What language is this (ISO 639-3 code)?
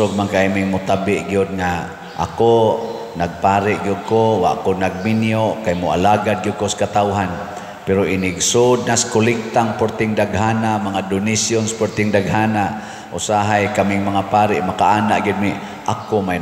ceb